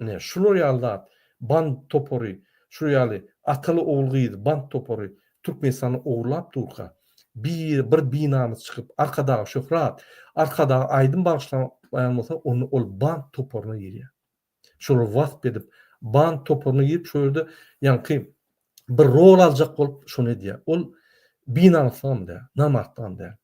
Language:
Turkmen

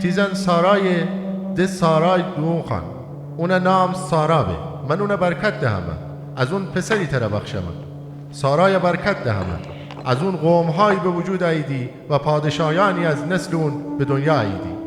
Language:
Gilaki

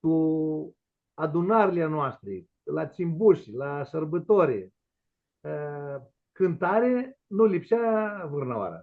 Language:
Aromanian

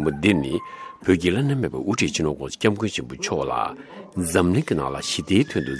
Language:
Tibetan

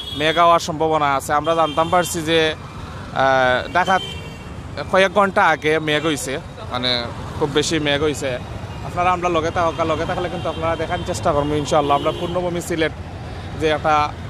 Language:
Sylheti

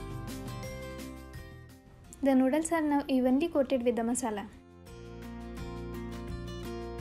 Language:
English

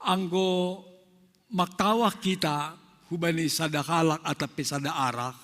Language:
Batak Simalungun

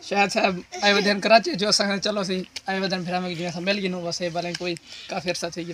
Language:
Saraiki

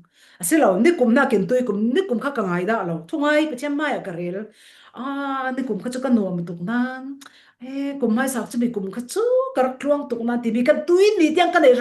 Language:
Falam Chin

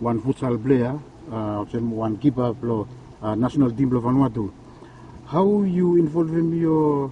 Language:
Bislama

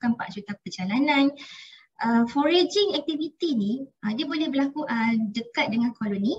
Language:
Malay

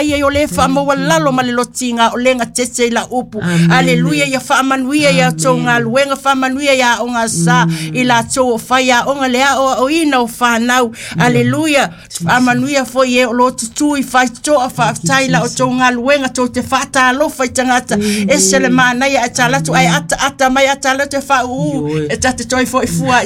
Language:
Samoan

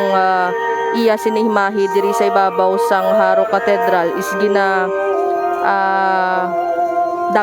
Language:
Hiligaynon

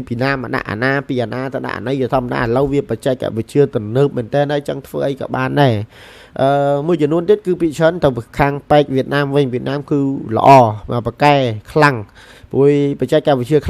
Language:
Khmer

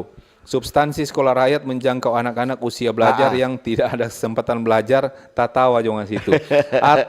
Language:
Manado Malay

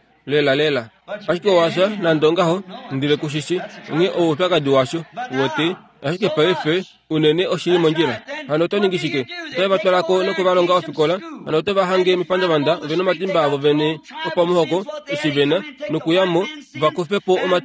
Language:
Kuanyama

